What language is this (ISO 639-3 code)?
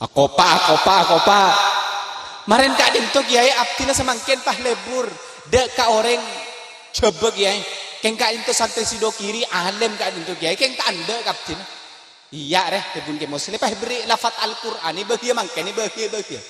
mad